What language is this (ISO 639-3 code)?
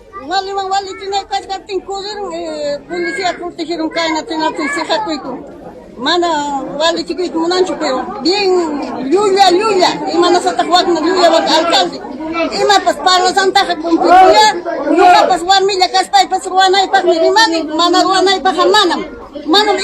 quy